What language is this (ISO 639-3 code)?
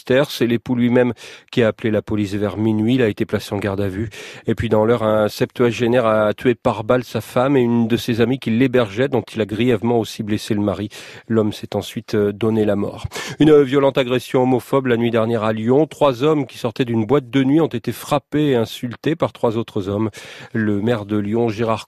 fra